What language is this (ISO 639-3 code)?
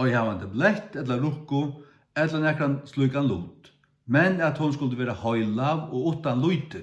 fao